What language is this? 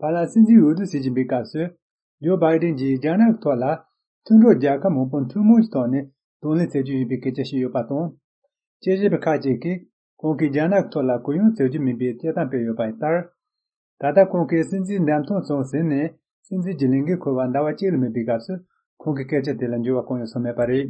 Tibetan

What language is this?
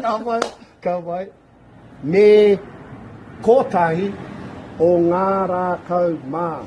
Māori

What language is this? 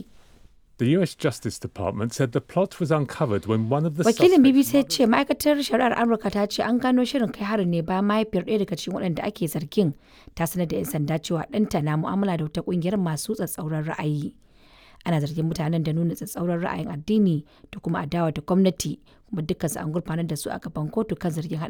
Hausa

